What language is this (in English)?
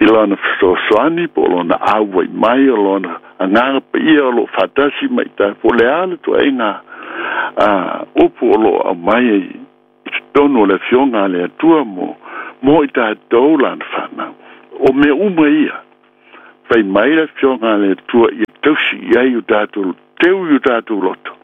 Samoan